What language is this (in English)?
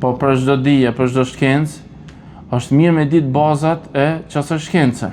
Albanian